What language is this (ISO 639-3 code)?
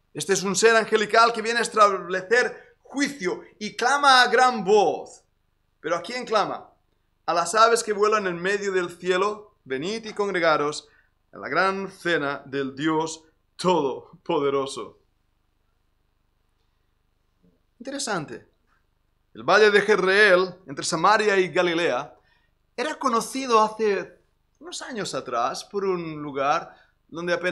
spa